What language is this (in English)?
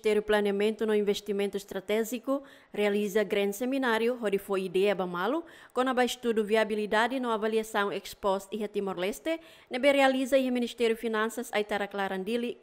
Tetum